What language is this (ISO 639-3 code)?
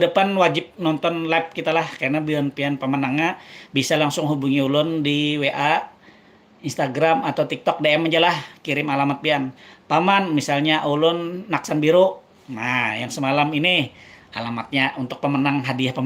bjn